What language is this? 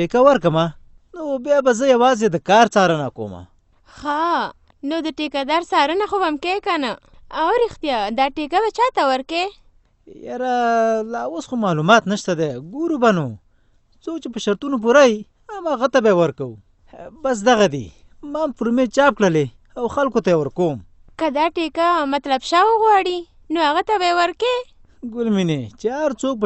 Pashto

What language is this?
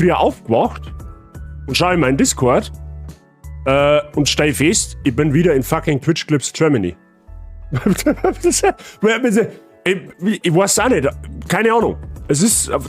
Bavarian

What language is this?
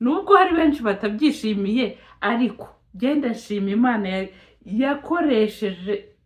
Kinyarwanda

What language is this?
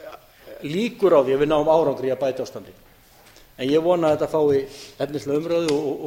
Icelandic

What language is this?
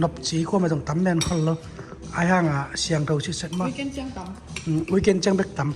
Tedim Chin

